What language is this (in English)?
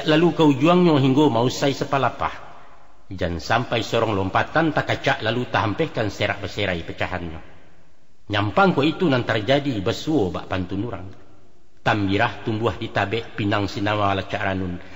Minangkabau